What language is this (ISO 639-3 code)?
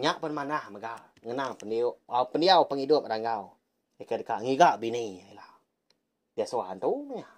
iba